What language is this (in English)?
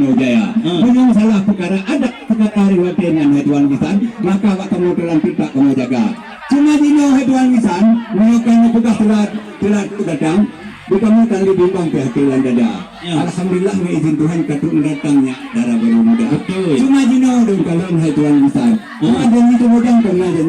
Achinese